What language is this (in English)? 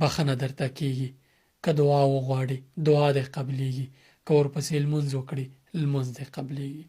Pashto